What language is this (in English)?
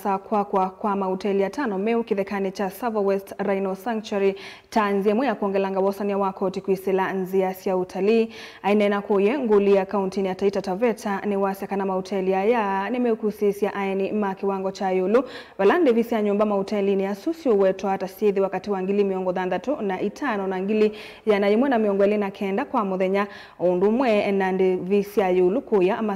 Kamba